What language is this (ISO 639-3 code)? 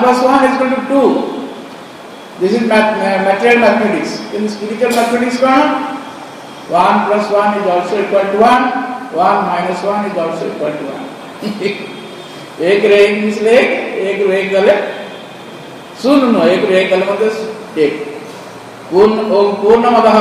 ori